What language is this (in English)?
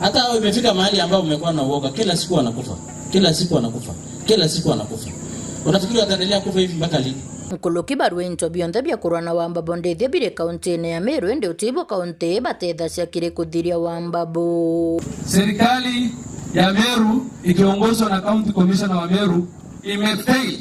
Meru